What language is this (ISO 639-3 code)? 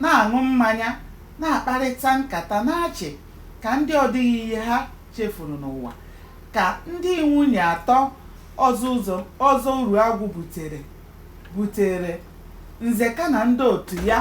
ibo